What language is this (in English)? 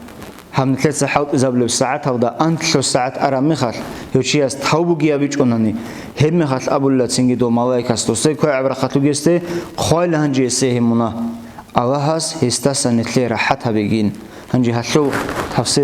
Avaric